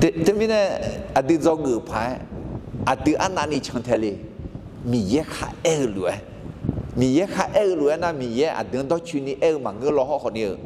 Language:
Akha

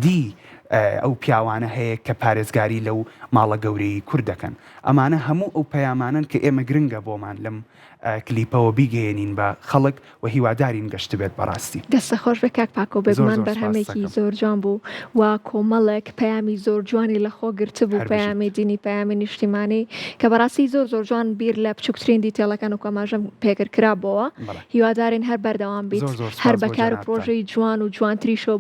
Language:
Central Kurdish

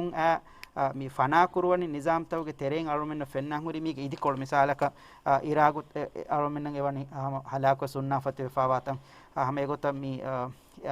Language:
Divehi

